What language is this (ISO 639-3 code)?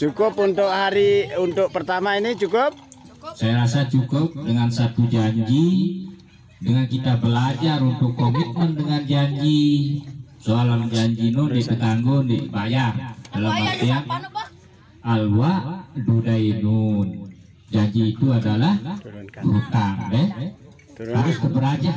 sas